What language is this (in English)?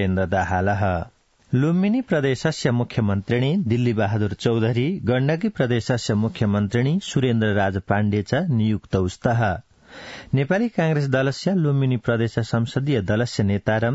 Sanskrit